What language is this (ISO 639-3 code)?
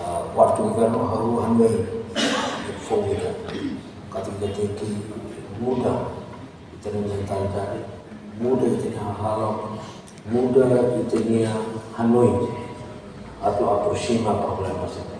tet